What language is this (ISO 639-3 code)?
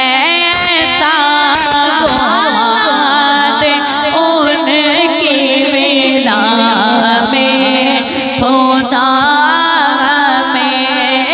urd